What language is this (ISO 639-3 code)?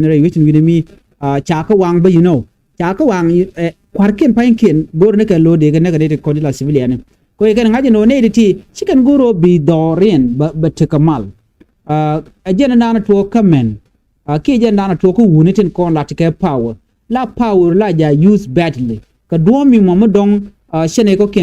nus